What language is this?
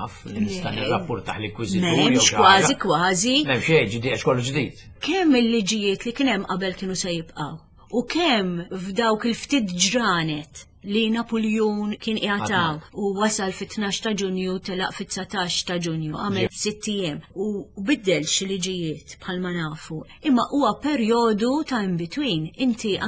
Maltese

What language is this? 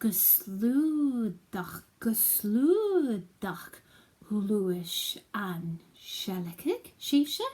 Scottish Gaelic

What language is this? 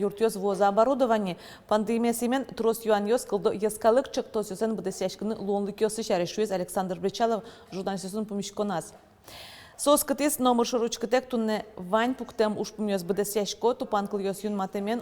Udmurt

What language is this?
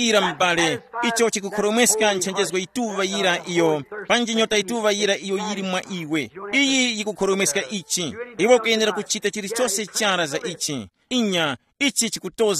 Tumbuka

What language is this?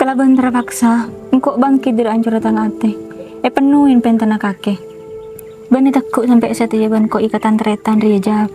Madurese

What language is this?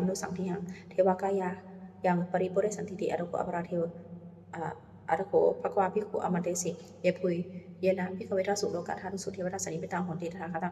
Pali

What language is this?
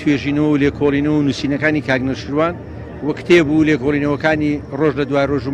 Central Kurdish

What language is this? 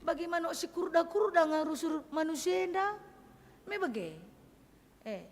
Batak Karo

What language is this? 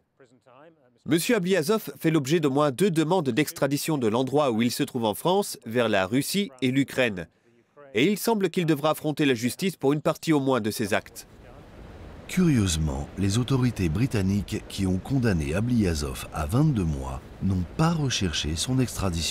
French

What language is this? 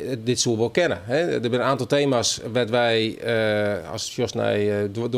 Western Frisian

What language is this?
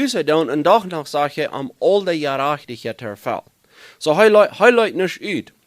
Plautdietsch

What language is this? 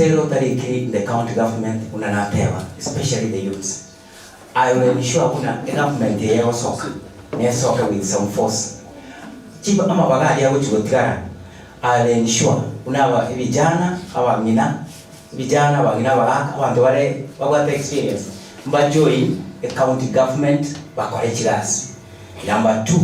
Gusii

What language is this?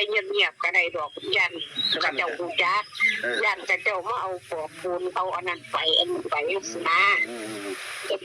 Northeastern Thai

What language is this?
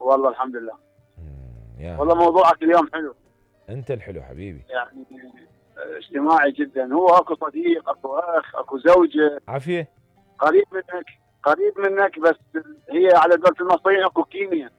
Mesopotamian Arabic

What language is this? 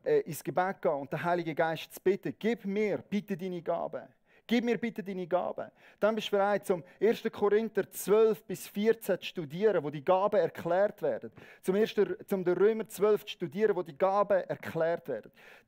Swiss German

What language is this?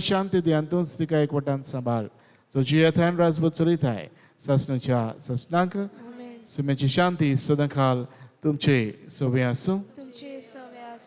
Konkani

